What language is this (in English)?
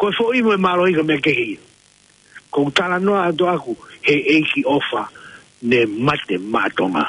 Tongan